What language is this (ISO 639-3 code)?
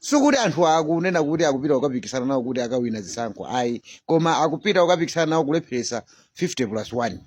nya